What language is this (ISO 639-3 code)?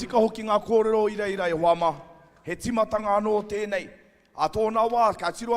mri